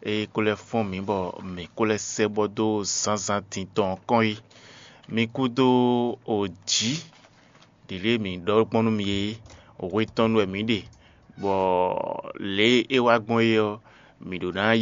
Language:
Fon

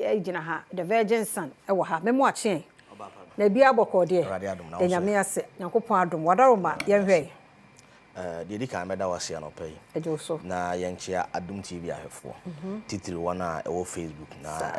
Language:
Akan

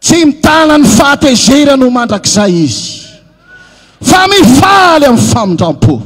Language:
Malagasy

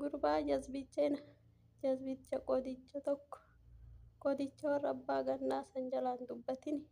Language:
Oromo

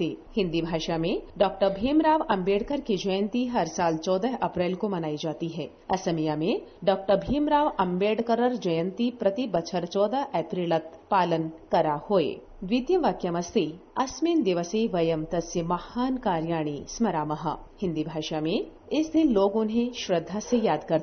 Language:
Sanskrit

